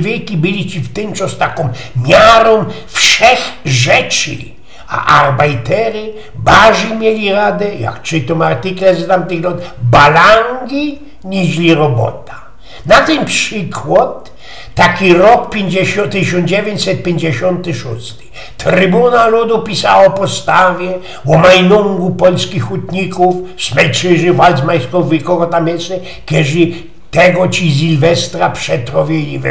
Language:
Silesian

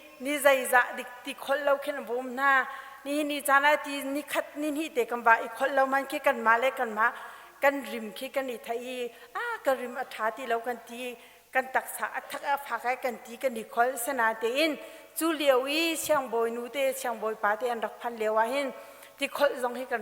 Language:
Hakha Chin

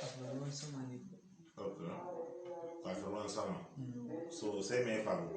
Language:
Hausa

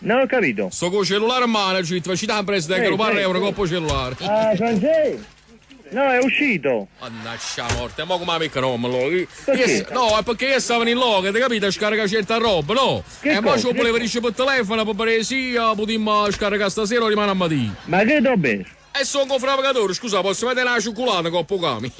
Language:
Neapolitan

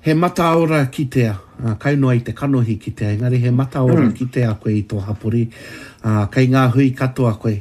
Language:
Māori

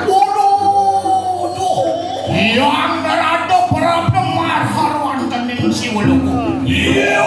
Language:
Balinese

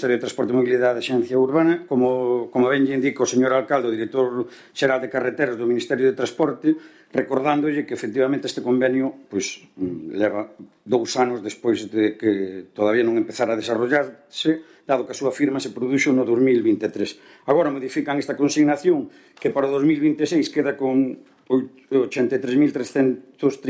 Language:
Galician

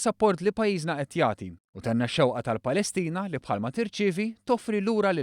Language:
Maltese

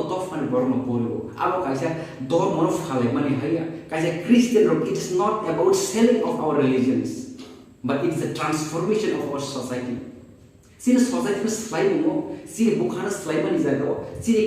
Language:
Kok Borok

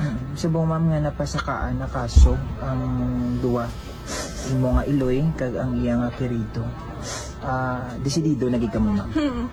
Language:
Hiligaynon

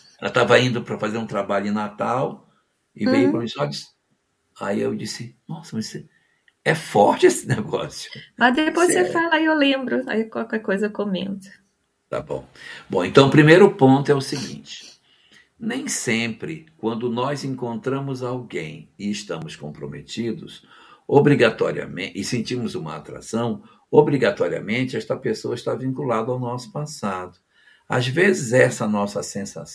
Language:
Portuguese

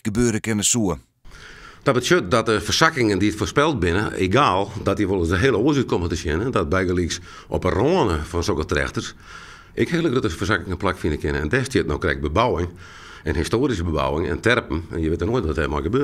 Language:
Western Frisian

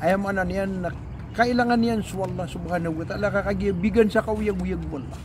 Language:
Maranao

